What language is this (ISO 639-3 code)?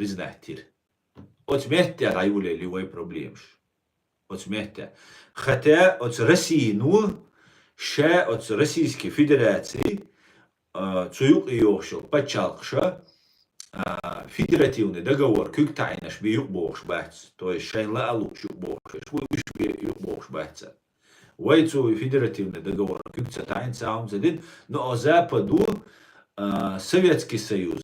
che